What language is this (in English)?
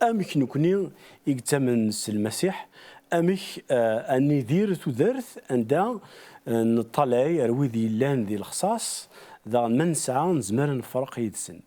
Kabyle